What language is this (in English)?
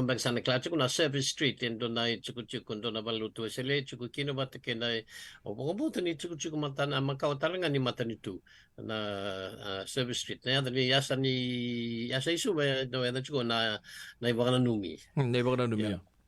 Fijian